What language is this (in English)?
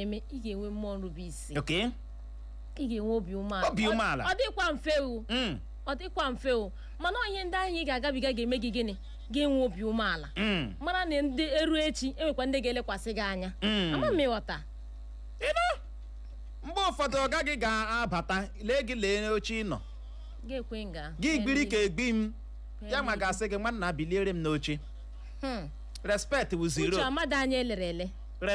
Igbo